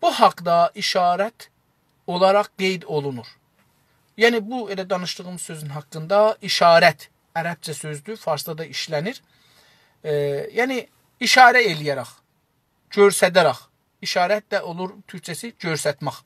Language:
South Azerbaijani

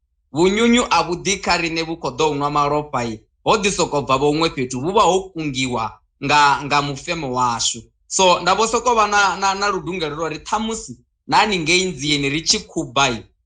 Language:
Venda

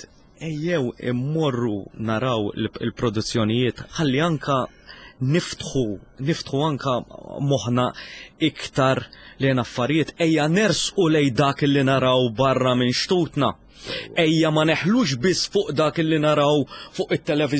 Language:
Maltese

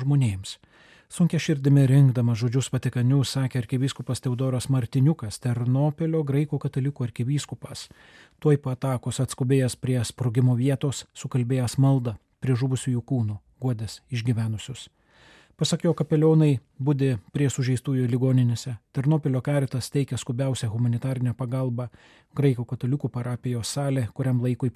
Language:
Lithuanian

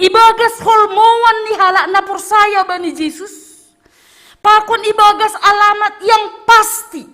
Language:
Batak Simalungun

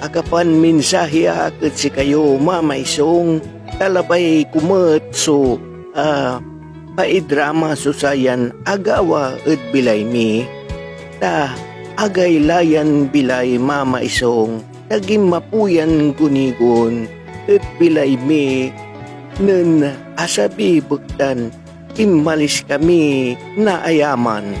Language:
Pangasinan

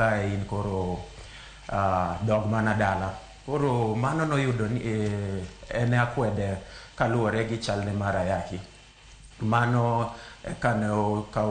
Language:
Luo (Kenya and Tanzania)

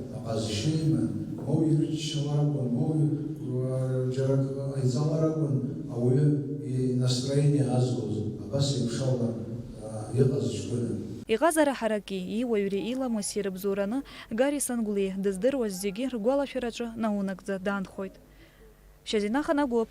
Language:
Abkhazian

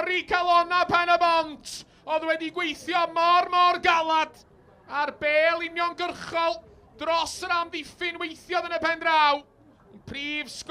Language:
Welsh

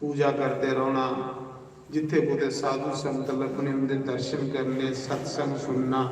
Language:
Dogri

